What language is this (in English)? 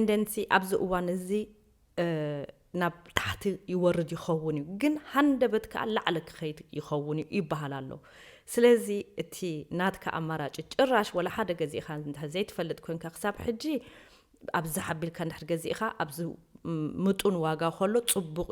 Tigrinya